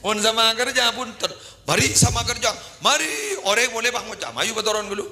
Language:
Madurese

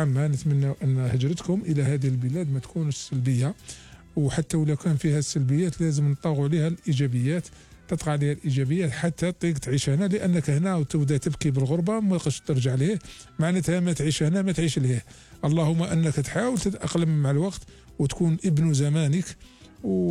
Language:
Algerian Arabic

